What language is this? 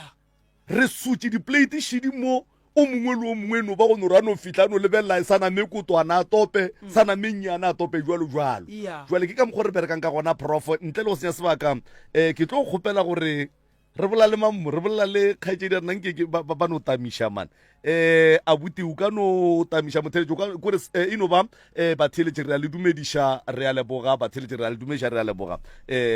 Northern Sotho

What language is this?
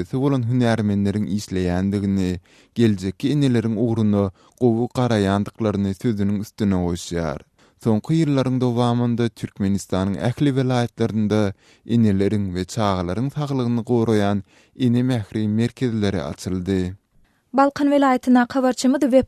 Turkmen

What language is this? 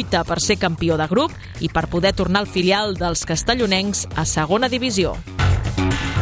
Catalan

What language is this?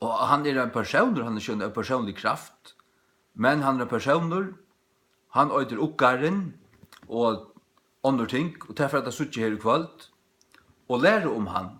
Faroese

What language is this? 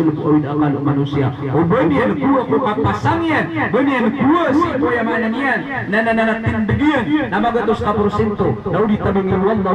Maranao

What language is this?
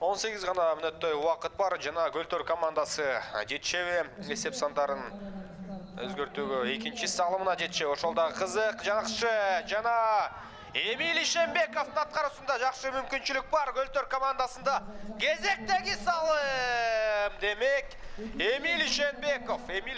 Kyrgyz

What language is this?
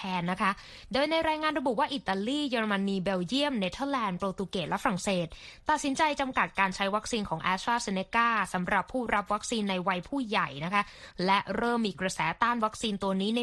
Thai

